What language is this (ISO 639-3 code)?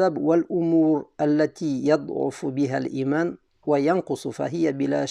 bak